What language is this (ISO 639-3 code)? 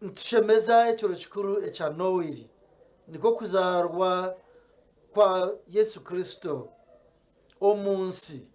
nyn